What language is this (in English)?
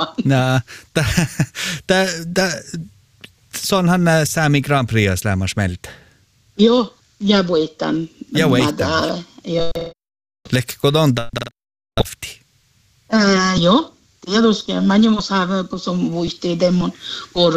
Finnish